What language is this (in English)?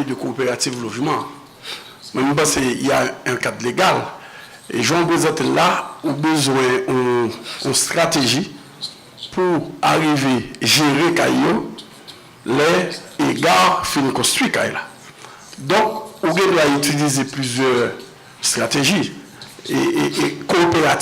Haitian Creole